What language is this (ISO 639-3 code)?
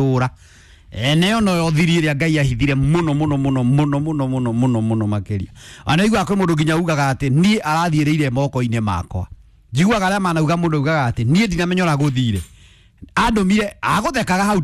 kik